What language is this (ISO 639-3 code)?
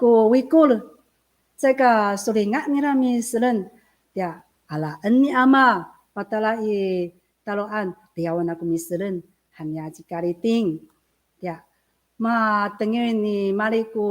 ami